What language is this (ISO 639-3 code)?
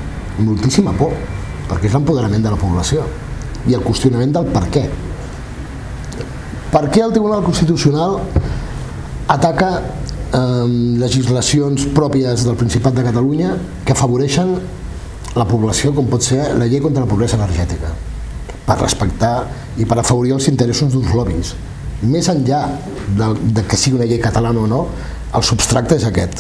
cat